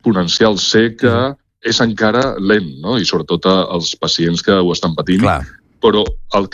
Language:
Catalan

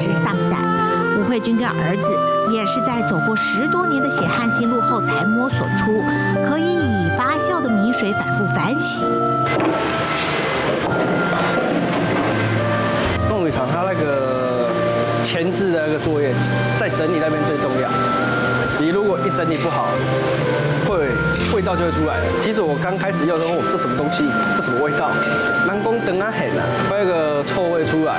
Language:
Chinese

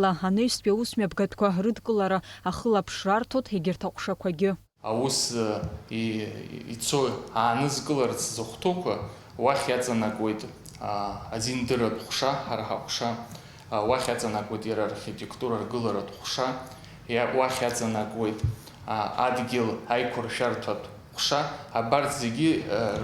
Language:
Abkhazian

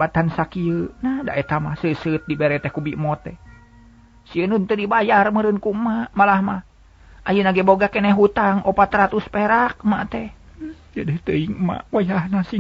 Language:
Sundanese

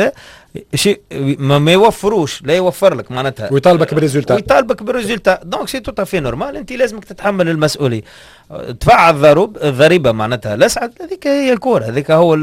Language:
Tunisian Arabic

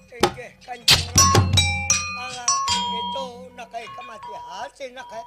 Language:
Banjar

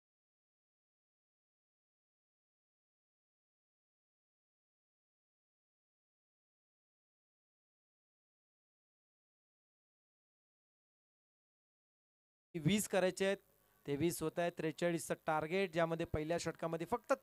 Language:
Marathi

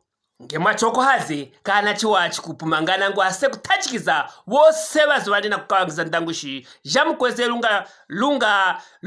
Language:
Luvale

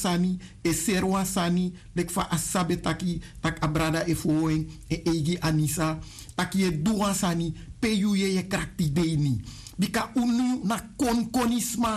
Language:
Sranan Tongo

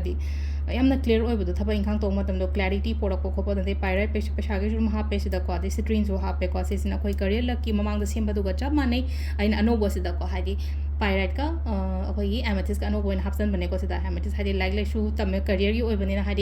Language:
Manipuri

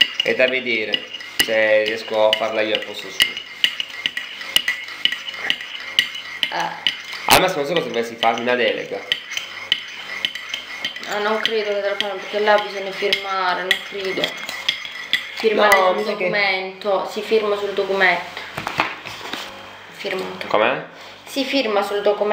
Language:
Italian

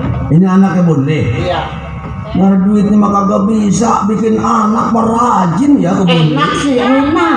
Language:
Betawi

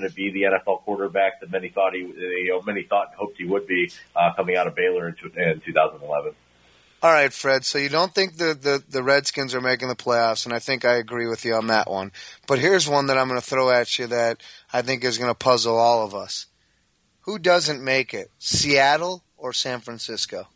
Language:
English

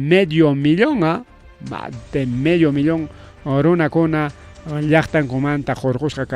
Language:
Ayacucho Quechua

